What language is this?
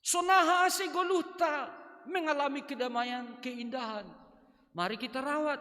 Batak Simalungun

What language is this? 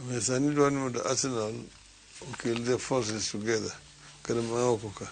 Luo (Kenya and Tanzania)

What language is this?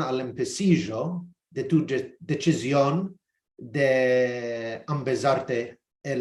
Ladino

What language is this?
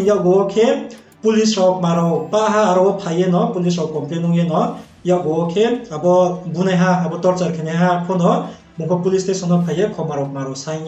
Riang (India)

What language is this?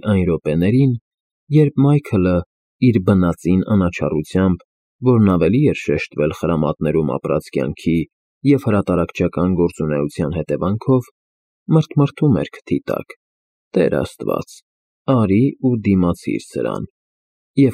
Armenian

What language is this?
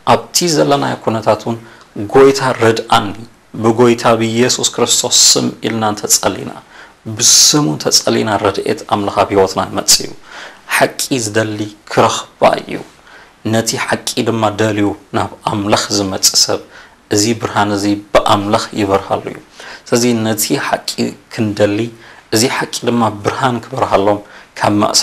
Tigrinya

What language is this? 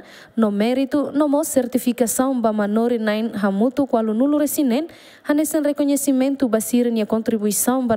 Tetum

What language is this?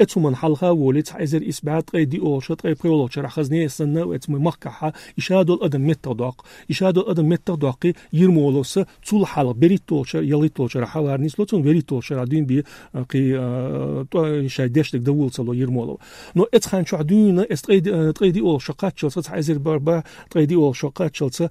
Chechen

